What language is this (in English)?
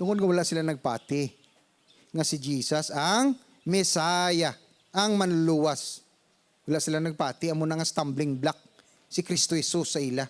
Hiligaynon